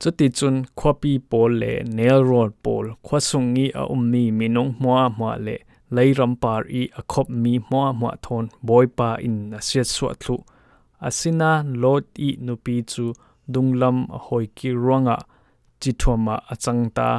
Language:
Falam Chin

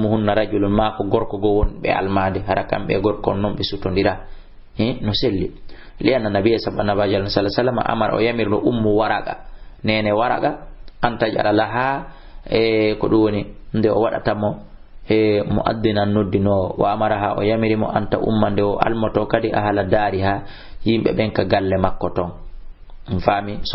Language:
Fula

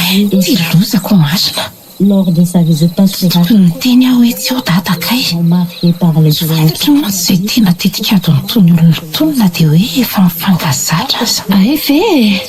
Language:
Malagasy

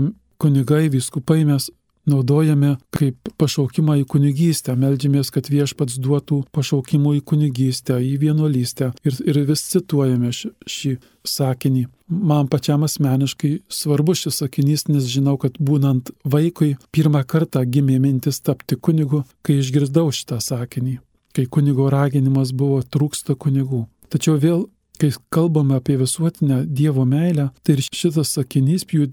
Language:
Lithuanian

